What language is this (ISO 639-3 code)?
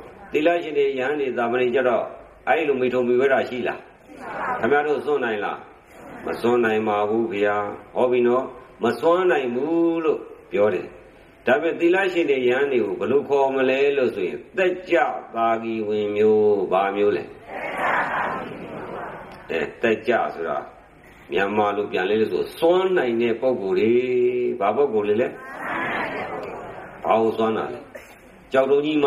mya